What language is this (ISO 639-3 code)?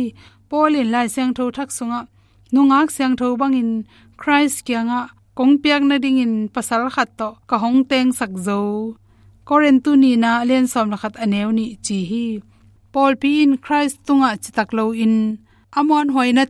ctd